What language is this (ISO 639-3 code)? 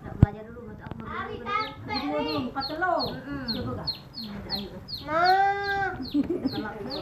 mui